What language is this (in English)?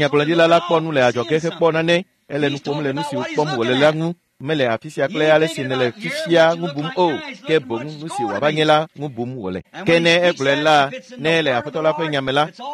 Ewe